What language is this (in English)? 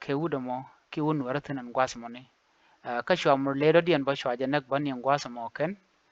Nuer